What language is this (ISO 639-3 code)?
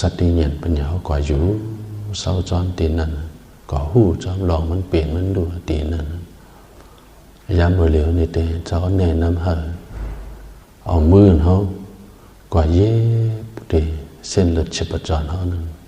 shn